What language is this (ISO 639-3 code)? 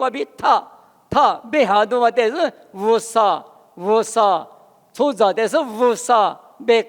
lis